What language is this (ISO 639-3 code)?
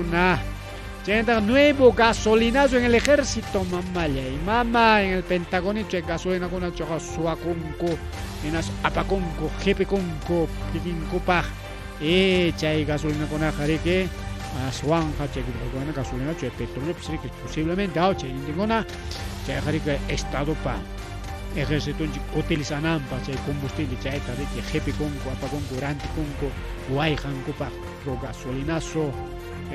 quy